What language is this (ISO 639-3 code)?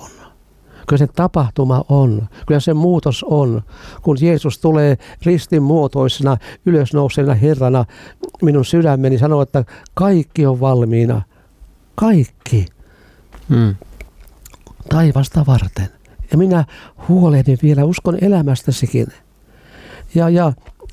fin